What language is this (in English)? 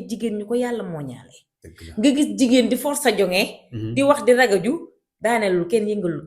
Wolof